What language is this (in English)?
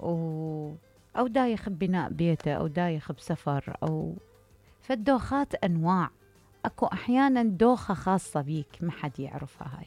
Mesopotamian Arabic